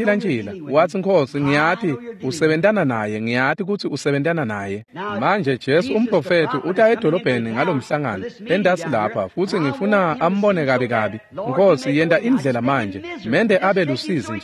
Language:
Swati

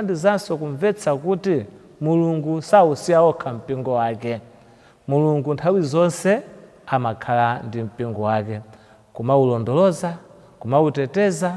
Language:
Nyanja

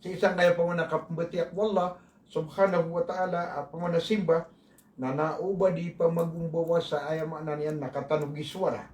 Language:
Maranao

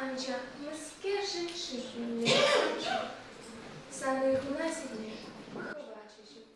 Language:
Chuvash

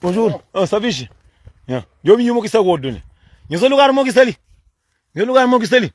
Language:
Kabuverdianu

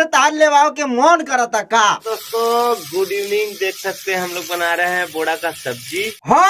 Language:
Bhojpuri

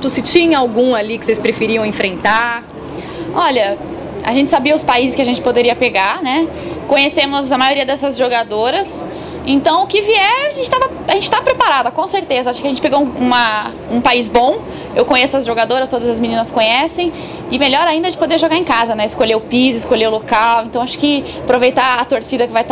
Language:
Portuguese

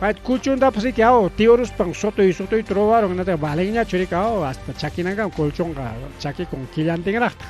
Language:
Ayacucho Quechua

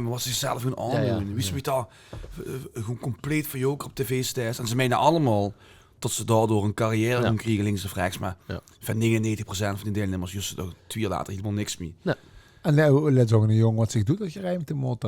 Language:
Limburgish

